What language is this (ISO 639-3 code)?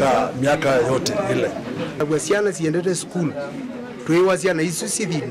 kam